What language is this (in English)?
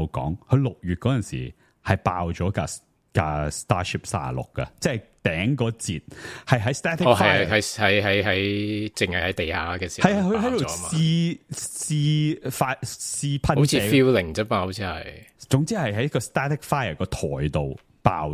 Cantonese